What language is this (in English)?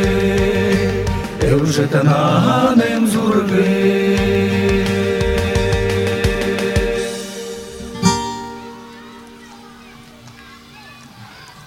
Buriat